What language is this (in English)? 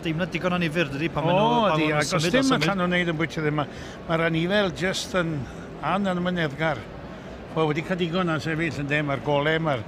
Welsh